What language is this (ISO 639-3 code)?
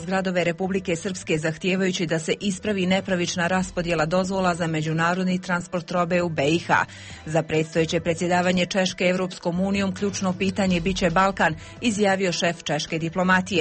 bos